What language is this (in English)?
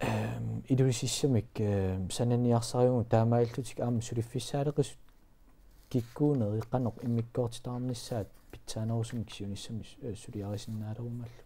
Kalaallisut